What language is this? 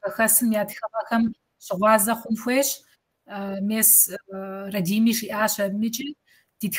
Kabardian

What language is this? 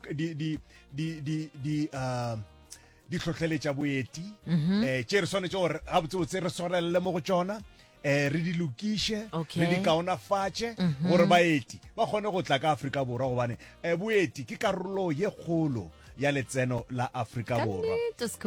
Northern Sotho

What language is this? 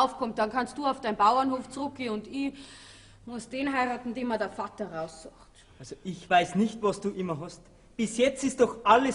Bavarian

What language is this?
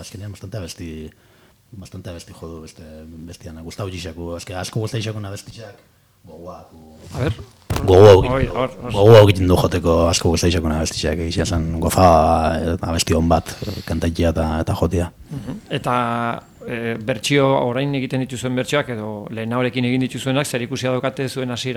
Basque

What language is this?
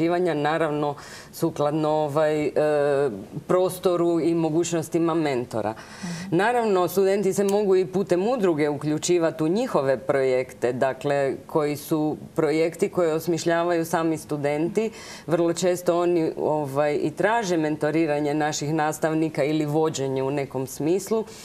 Croatian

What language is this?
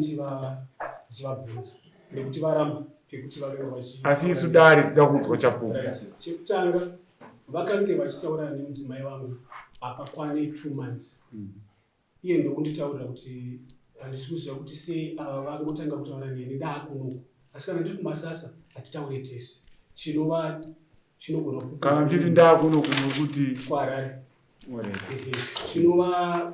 Shona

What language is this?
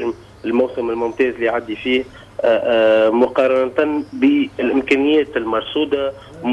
Tunisian Arabic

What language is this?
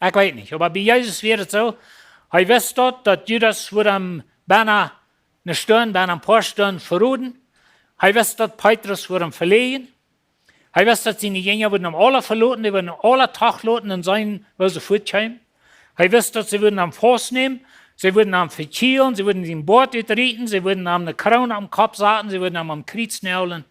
Plautdietsch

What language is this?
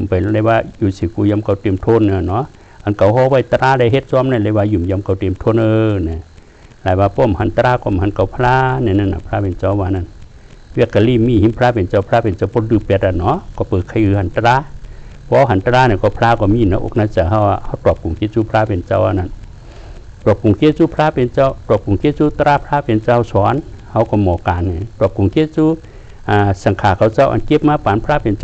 Shan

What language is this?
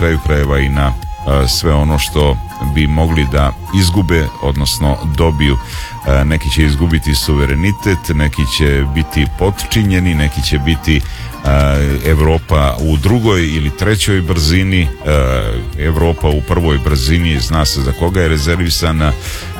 Serbian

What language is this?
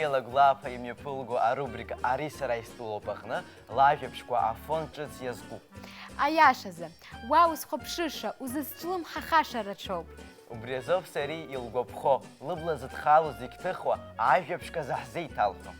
Abkhazian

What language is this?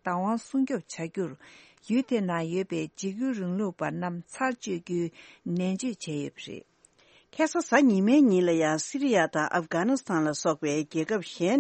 Tibetan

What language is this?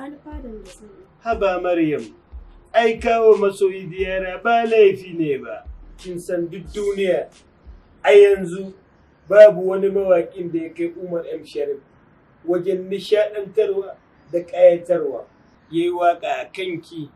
Hausa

